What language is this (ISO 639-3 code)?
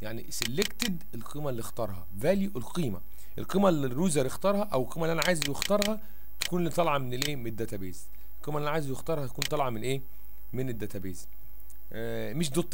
arz